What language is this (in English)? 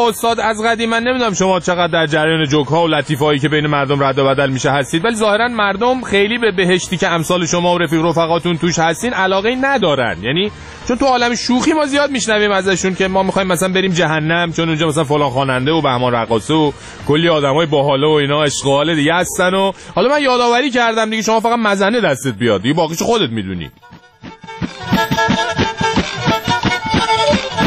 Persian